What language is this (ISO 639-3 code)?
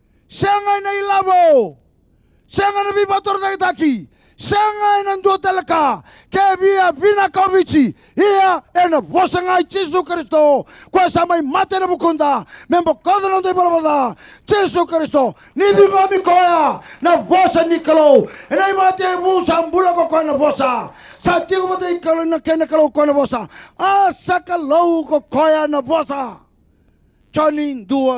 fij